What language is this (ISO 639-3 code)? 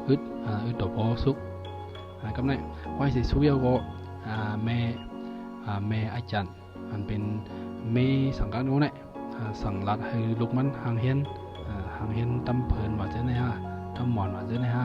shn